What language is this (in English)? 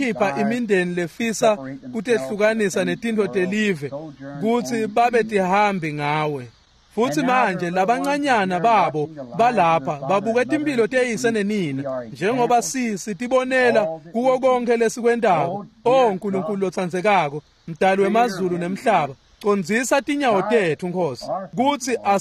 Swati